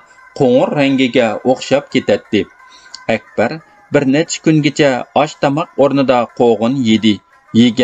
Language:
Uyghur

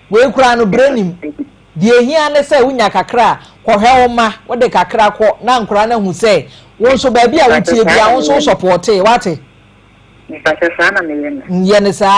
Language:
Akan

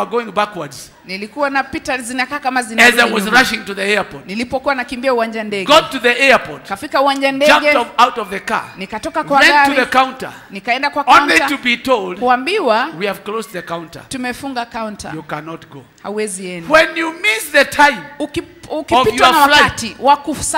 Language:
Swahili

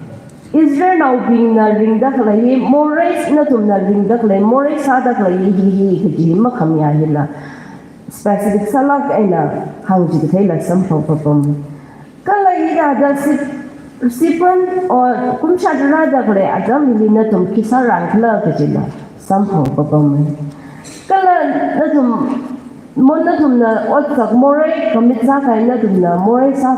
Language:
Tangkhul Naga (India)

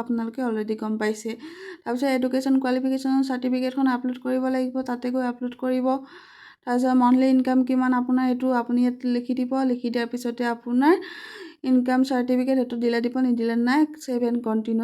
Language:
Assamese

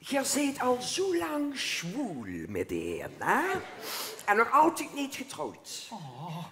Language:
Limburgish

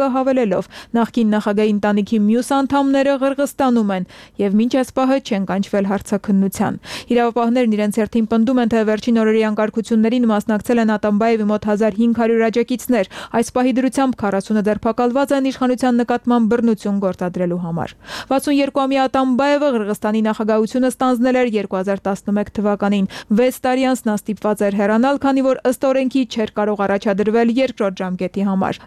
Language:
Armenian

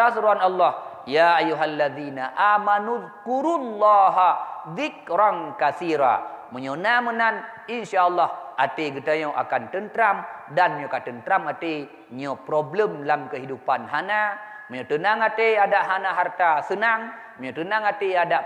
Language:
Achinese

